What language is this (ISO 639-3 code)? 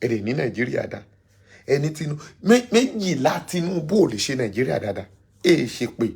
yor